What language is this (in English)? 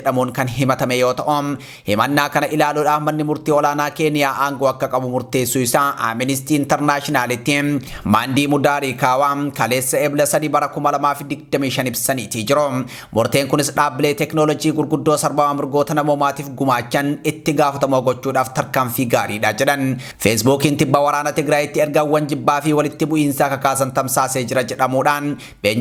Oromo